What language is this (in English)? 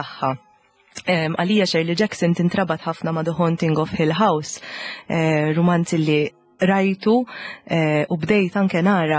Maltese